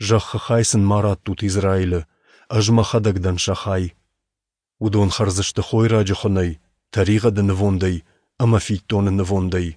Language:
Ossetic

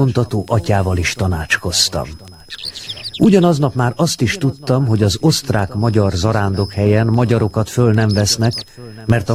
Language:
Hungarian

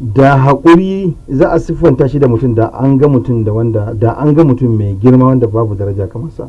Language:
Hausa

